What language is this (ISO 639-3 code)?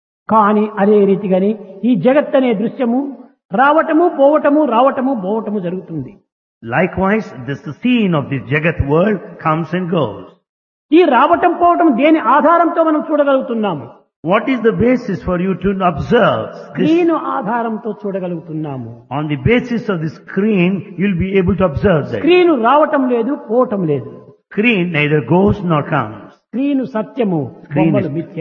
tel